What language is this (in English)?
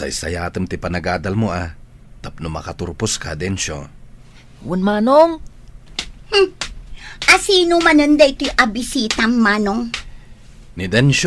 Iloko